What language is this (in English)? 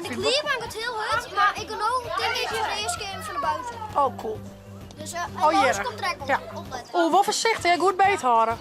Western Frisian